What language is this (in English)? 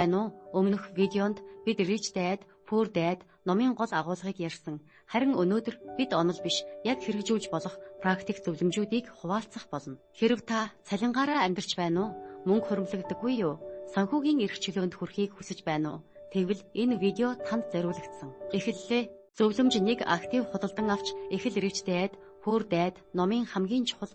Mongolian